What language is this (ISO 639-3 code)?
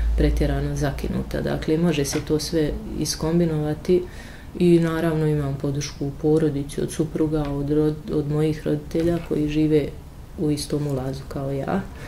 bos